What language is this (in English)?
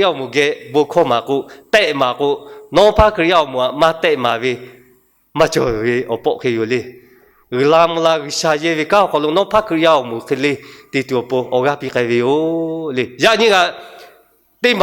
Lahu